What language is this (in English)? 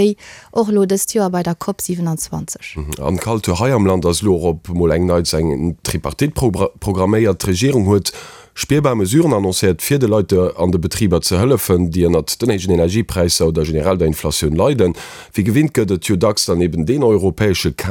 Luxembourgish